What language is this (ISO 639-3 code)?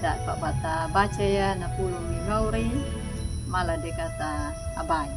akg